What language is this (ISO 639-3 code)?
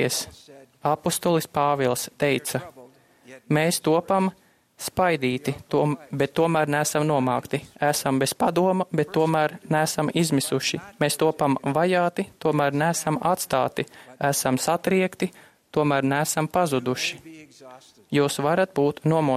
lav